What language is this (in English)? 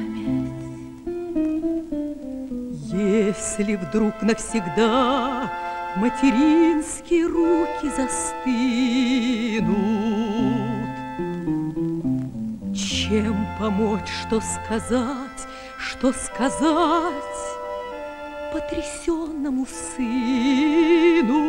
Russian